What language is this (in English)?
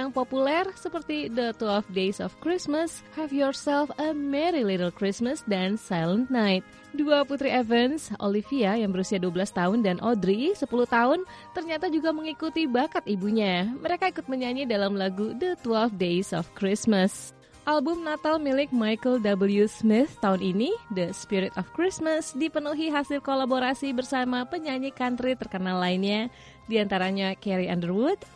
Indonesian